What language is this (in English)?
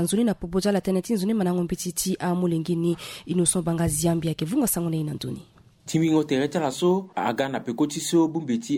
Sango